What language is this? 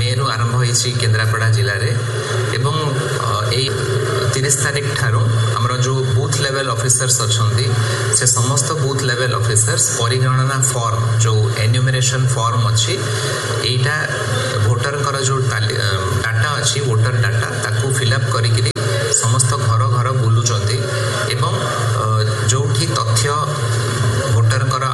Odia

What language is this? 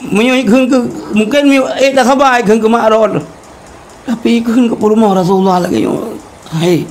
Achinese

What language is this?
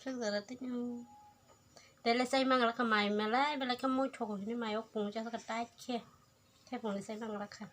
Kok Borok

